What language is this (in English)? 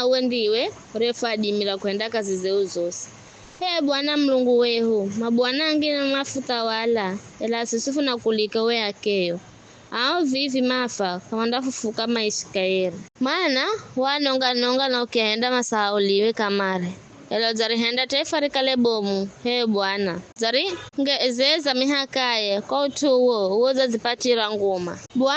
Giryama